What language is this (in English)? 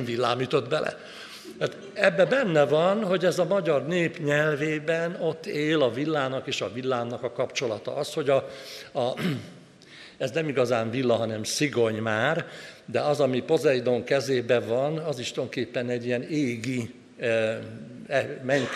Hungarian